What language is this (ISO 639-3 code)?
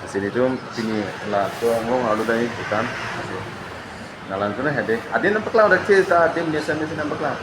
mjw